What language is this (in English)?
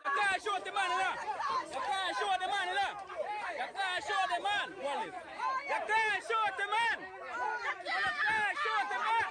Jamaican Creole English